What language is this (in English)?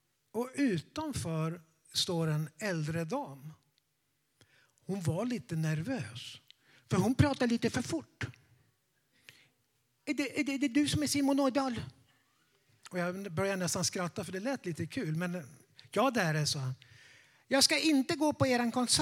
Swedish